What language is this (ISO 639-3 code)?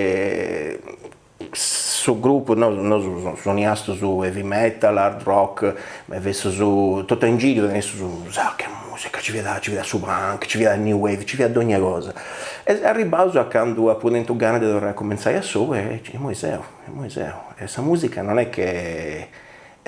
srd